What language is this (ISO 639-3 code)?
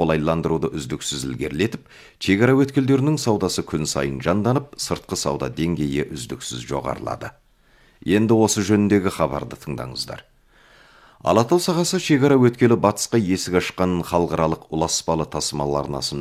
kaz